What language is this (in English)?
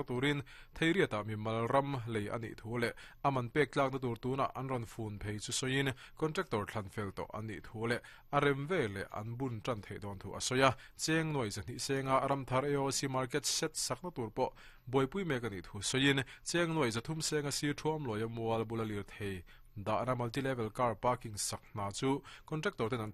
Mizo